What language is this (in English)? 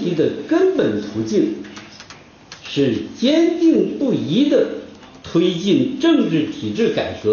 Chinese